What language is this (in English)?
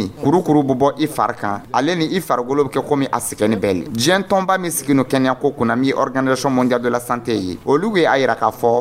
Dyula